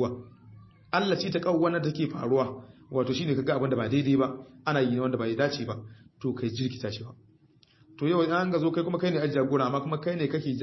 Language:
Hausa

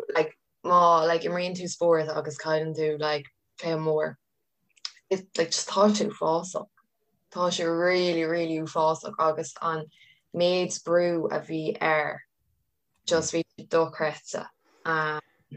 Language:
Irish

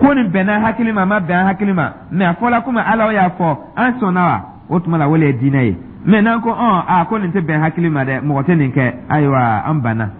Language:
Dyula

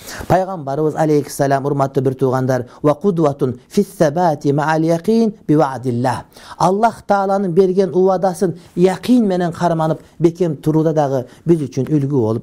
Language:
Kyrgyz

